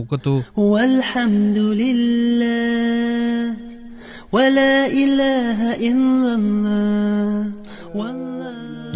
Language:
Tatar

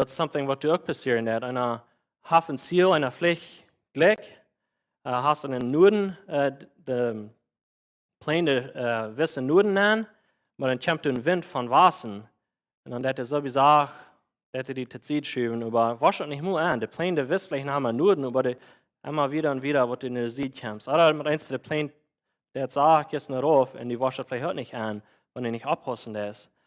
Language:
Plautdietsch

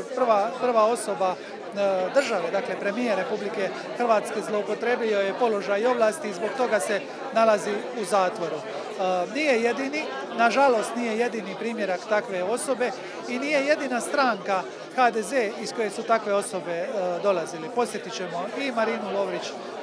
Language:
Croatian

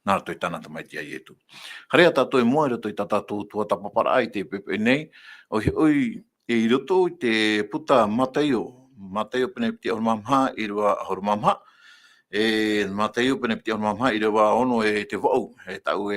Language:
Tahitian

